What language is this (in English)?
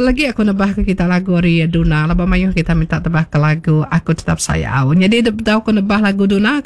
Iban